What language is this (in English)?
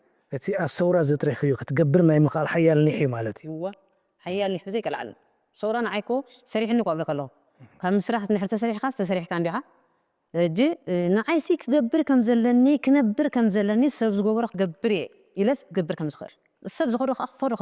Tigrinya